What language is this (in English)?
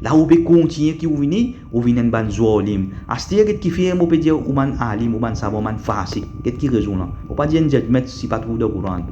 Morisyen